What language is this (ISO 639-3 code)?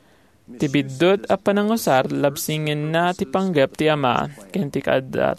ilo